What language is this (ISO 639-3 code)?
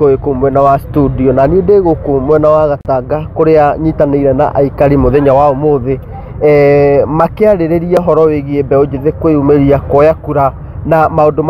kik